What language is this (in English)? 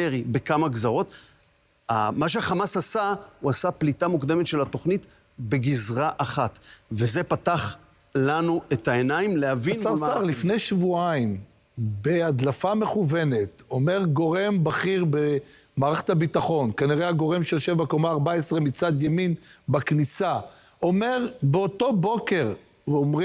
Hebrew